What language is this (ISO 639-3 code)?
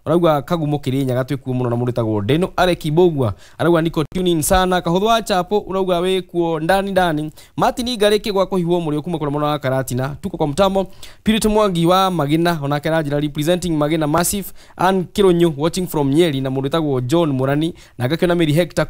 kik